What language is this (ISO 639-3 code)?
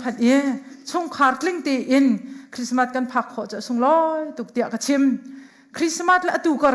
cnh